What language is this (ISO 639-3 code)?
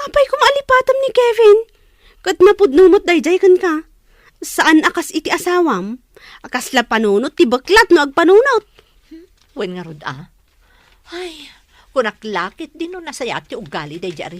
ilo